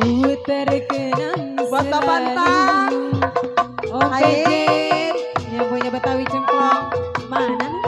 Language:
Betawi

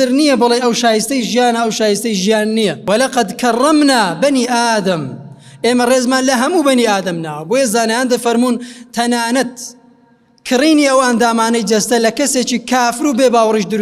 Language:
Central Kurdish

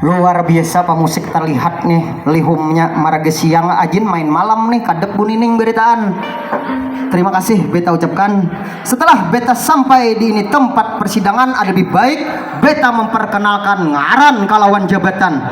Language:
Banjar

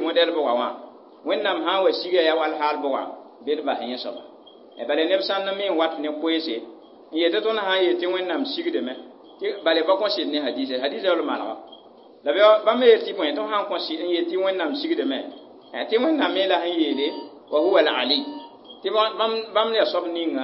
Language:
Mossi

